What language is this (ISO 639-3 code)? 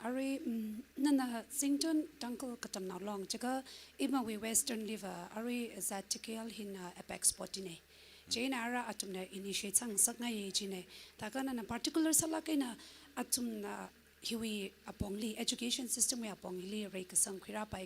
nmf